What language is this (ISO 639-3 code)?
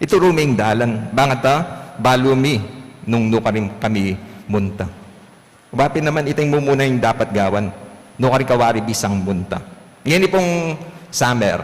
pam